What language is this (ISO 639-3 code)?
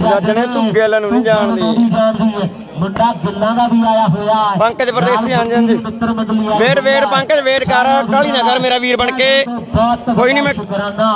pan